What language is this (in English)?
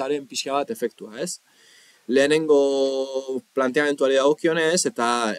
Basque